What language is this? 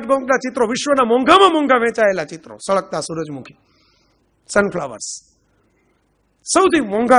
Gujarati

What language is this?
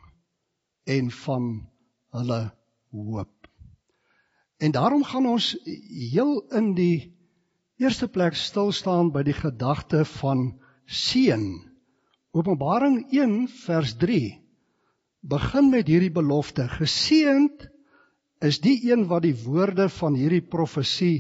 Afrikaans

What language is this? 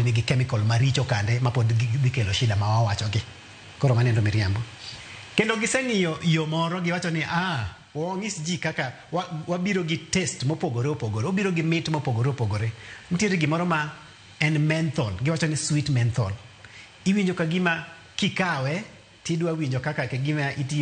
Luo (Kenya and Tanzania)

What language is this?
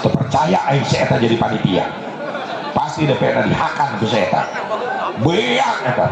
Sundanese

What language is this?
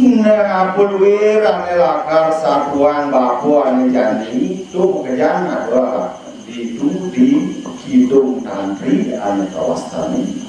Balinese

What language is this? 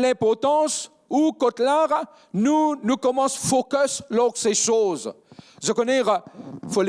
Morisyen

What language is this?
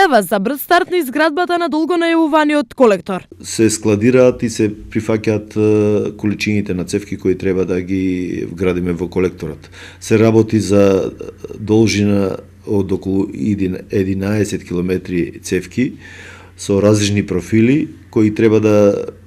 Macedonian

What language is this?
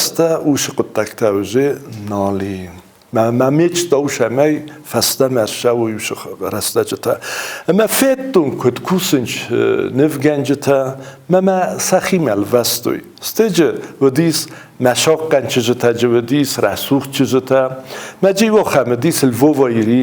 Ossetic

